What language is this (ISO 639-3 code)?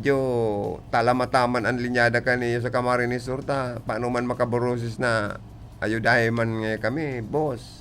bik